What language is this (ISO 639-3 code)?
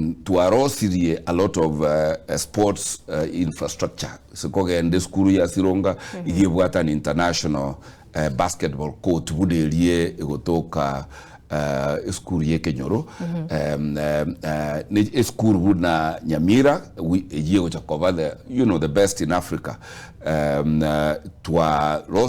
guz